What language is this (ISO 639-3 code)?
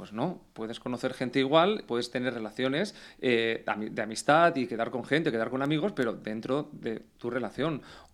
spa